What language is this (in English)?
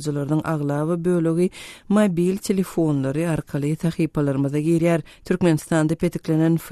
Turkmen